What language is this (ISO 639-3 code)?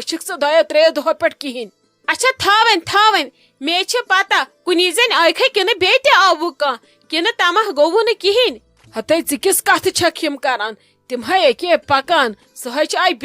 kas